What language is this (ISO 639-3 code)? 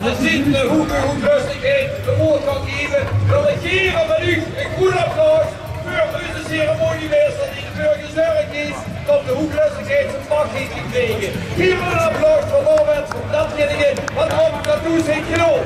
lim